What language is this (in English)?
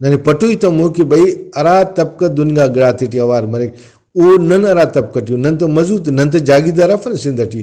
Brahui